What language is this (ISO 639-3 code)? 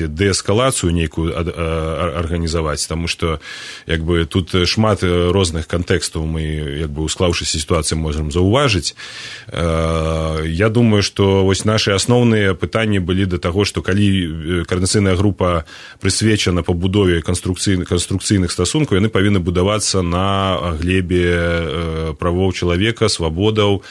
bel